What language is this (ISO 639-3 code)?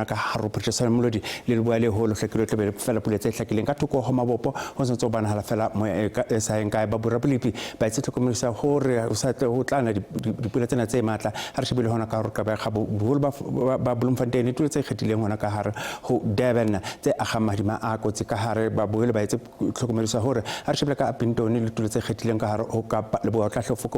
sot